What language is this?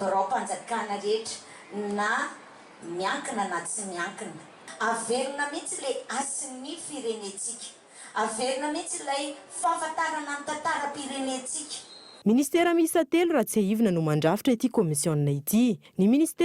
Malagasy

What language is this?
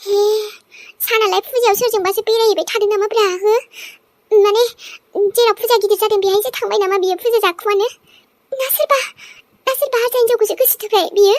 Bodo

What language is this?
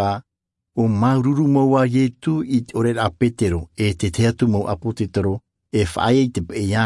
Tahitian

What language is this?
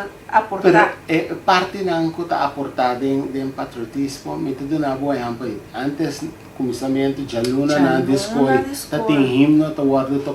Papiamento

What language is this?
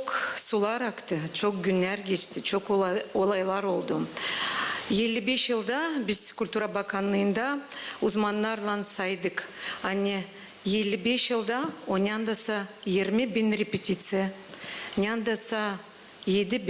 Gagauz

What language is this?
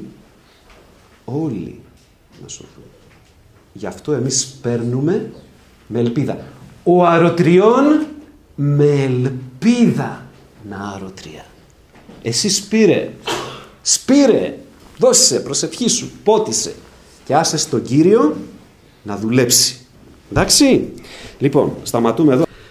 Greek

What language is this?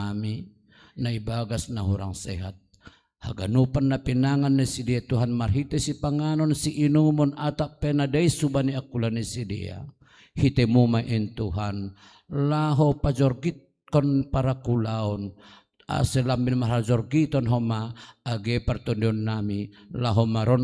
Batak Simalungun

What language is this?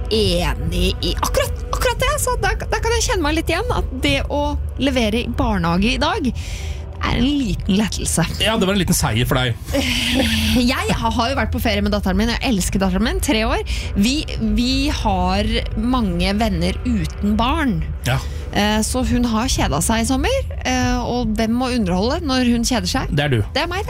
Norwegian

